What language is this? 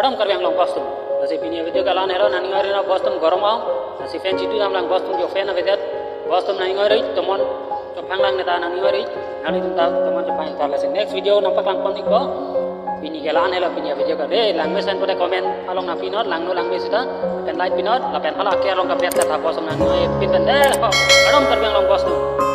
Karbi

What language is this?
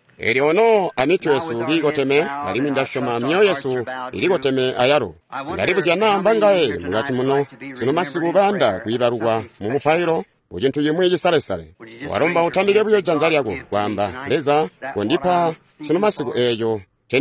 Tonga (Zambia)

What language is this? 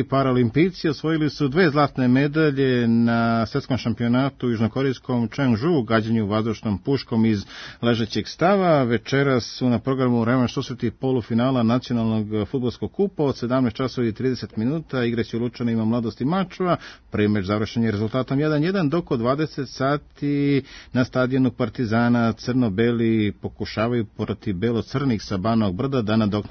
Serbian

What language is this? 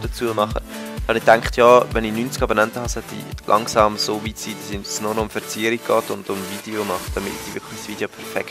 Swiss German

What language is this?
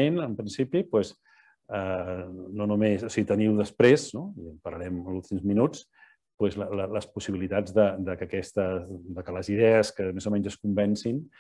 Catalan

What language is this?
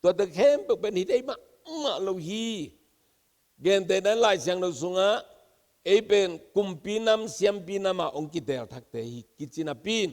Tedim Chin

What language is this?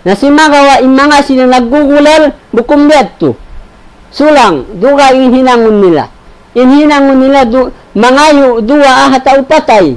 Tausug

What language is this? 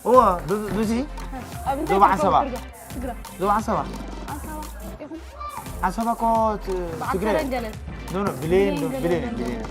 Tigrinya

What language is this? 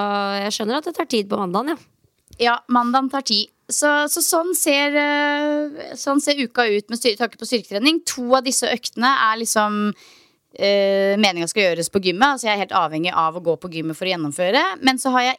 Norwegian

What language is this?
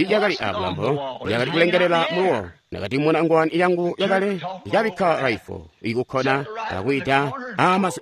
Tonga (Zambia)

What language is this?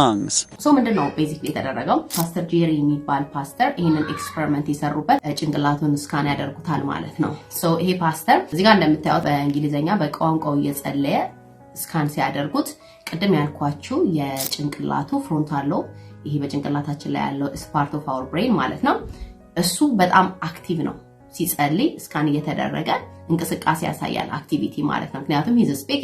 Amharic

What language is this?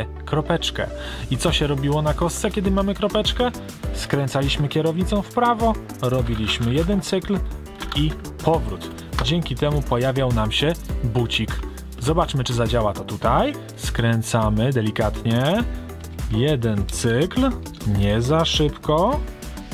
Polish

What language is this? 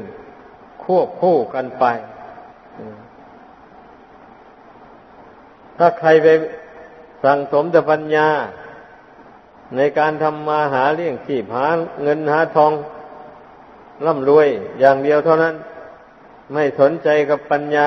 Thai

